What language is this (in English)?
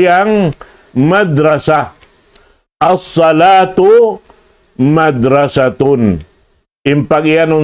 Tausug